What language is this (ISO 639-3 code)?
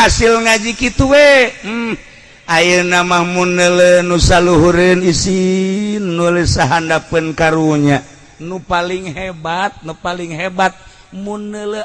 sun